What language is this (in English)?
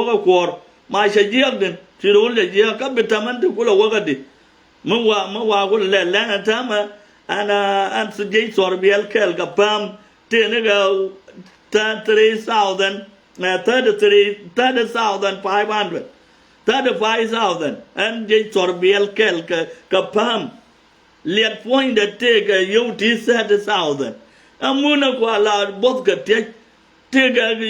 Nuer